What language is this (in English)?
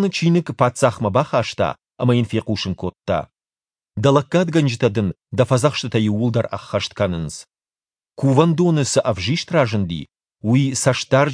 Ossetic